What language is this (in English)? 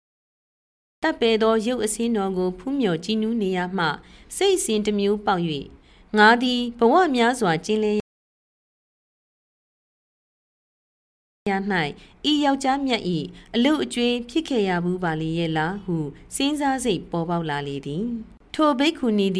Burmese